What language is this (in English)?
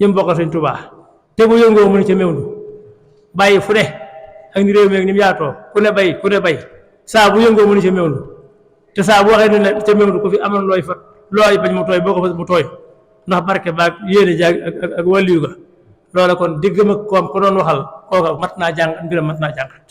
Wolof